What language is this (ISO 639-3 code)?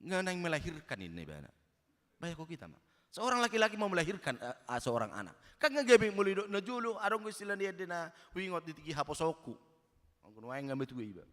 bbc